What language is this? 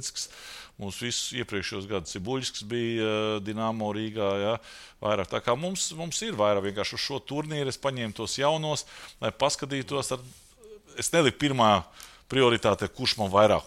Latvian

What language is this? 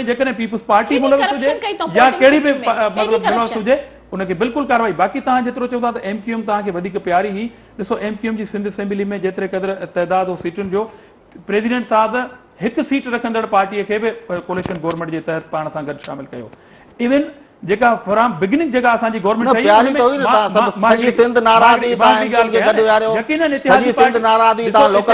Sindhi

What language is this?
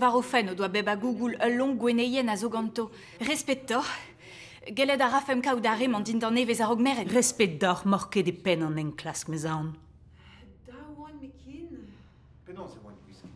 Breton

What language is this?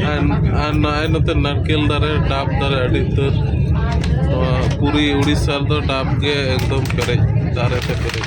Santali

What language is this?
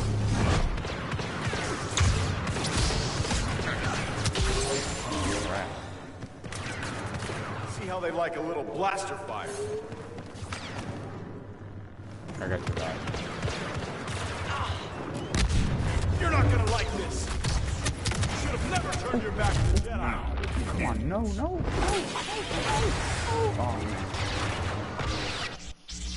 English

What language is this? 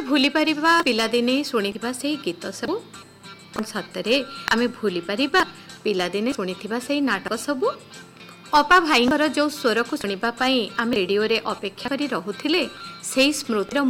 Odia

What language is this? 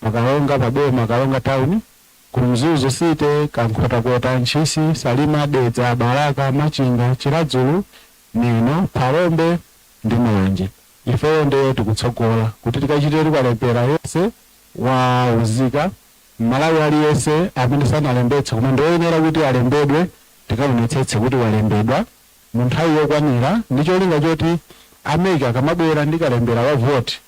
Nyanja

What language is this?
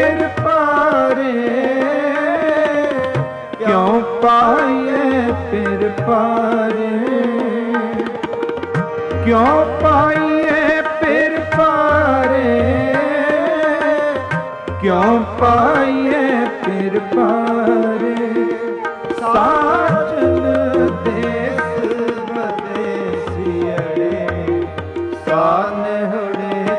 Punjabi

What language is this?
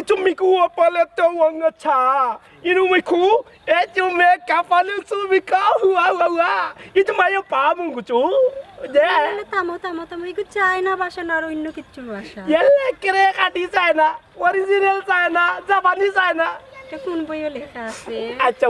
Sylheti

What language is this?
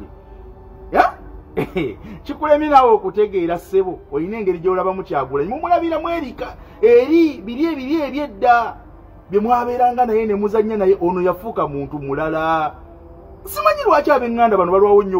Ganda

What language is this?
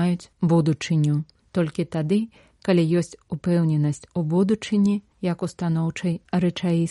Belarusian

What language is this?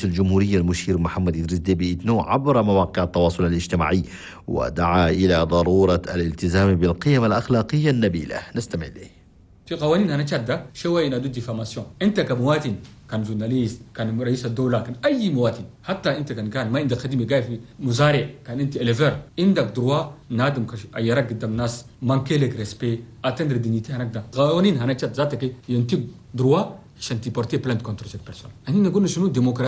Chadian Arabic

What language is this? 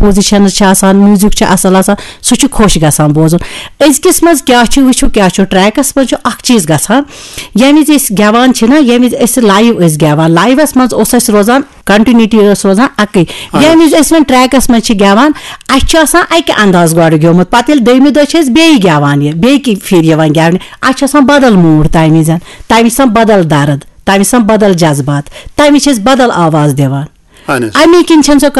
Kashmiri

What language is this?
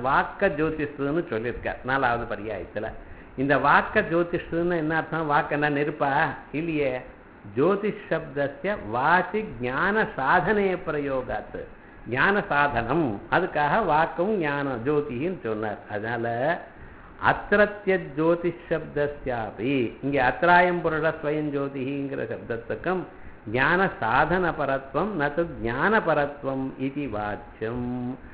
Tamil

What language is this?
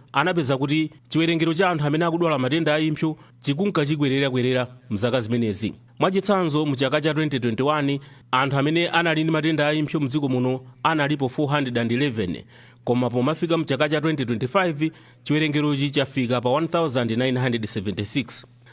Nyanja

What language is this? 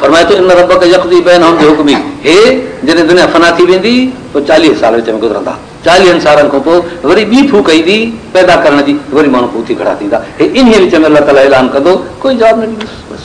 Sindhi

